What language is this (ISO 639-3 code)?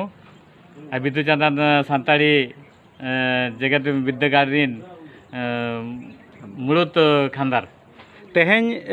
sat